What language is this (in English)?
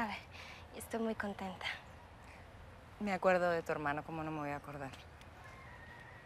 Spanish